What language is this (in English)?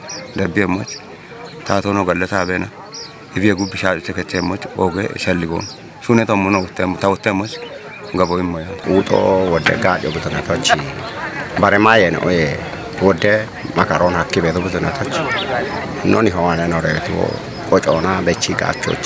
Kafa